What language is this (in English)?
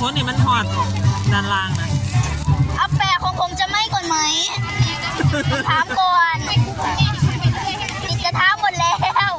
Lao